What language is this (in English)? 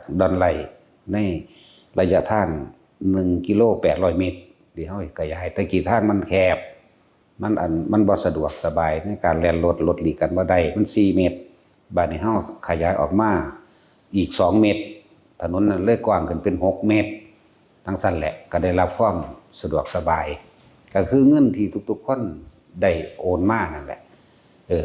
Lao